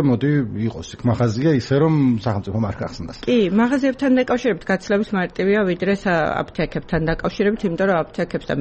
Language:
Georgian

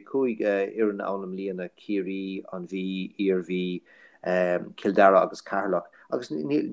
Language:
Irish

